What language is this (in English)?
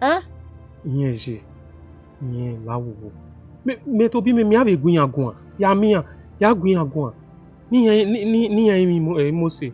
Bini